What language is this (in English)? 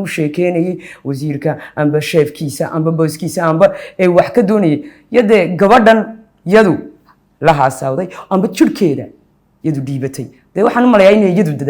Somali